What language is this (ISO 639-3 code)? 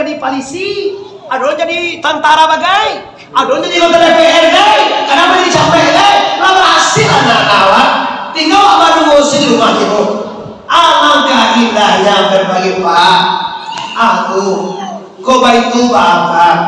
min